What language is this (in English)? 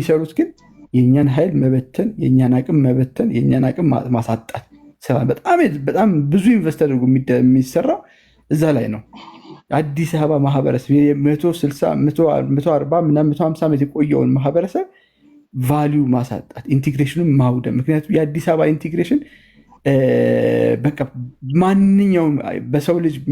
Amharic